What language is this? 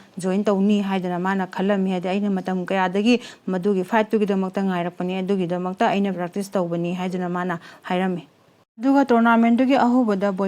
Manipuri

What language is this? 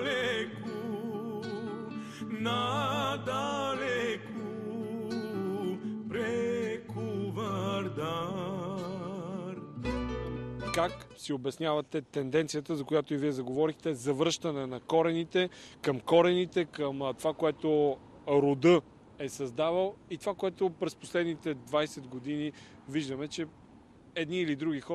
Bulgarian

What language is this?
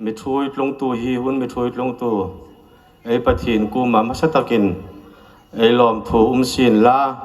Hmar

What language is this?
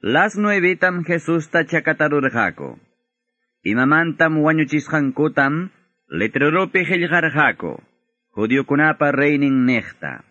Quechua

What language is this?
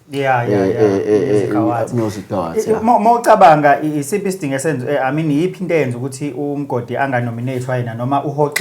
Zulu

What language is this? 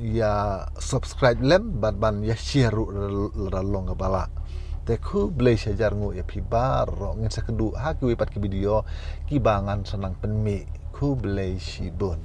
Khasi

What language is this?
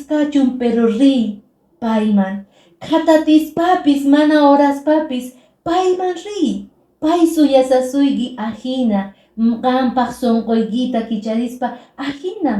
Quechua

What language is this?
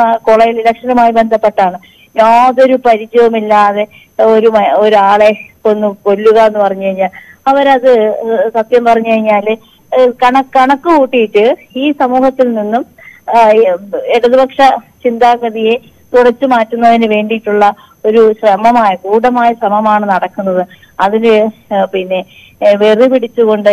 Malayalam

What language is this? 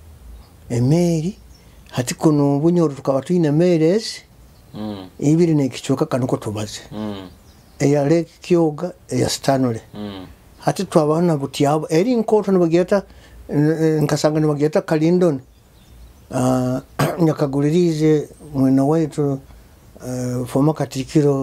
Nyoro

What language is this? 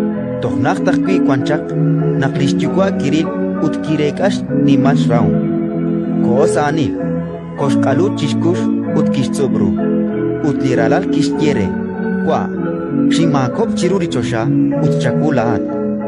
Kekchí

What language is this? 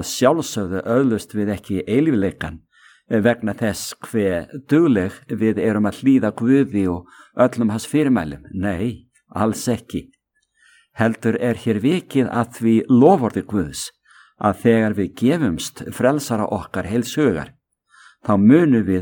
Icelandic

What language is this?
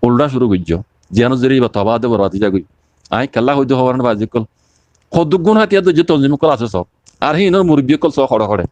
Rohingya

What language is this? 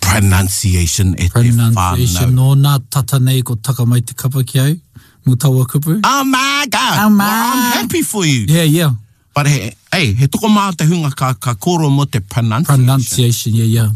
Māori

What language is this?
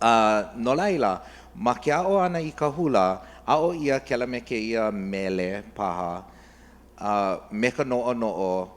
Hawaiian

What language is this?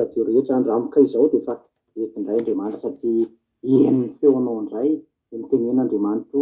Malagasy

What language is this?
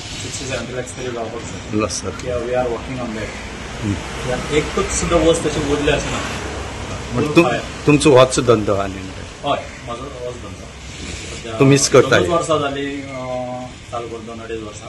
Konkani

